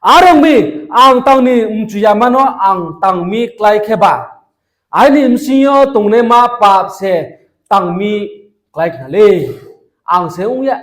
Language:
Riang (India)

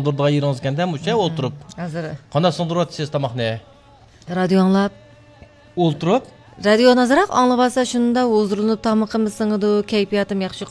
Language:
Uyghur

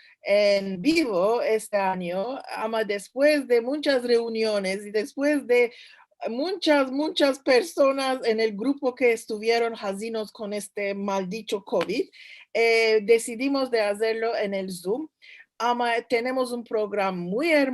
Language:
Ladino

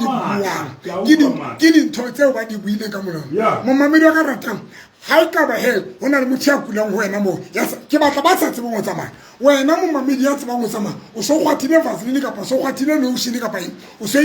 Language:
Southern Sotho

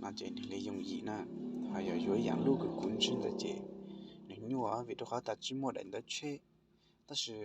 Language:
Hmong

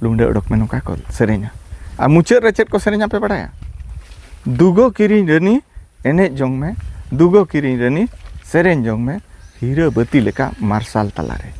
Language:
Santali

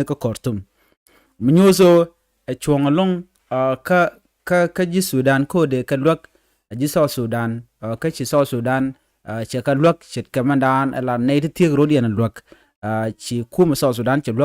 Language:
Nuer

